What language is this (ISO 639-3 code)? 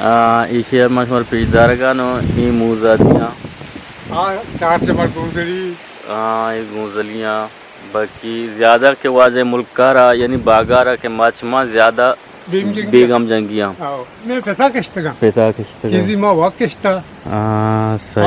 bgp